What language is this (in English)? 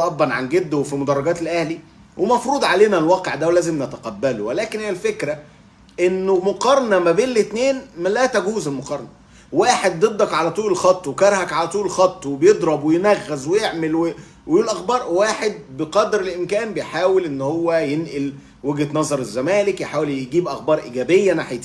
Egyptian Arabic